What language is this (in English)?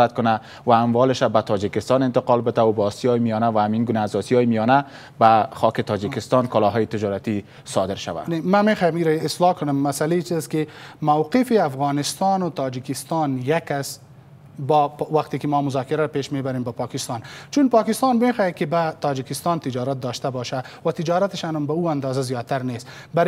Persian